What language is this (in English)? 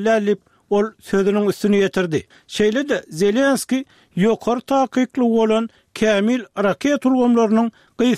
Turkmen